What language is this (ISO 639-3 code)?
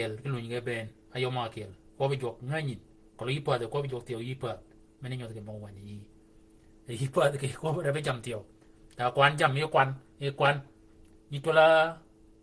shk